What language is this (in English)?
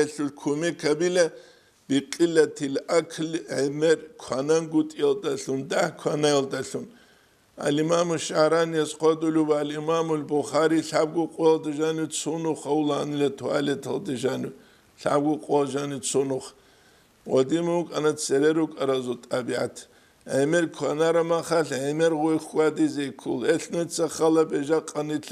Avaric